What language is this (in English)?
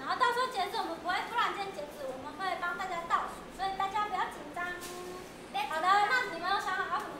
Chinese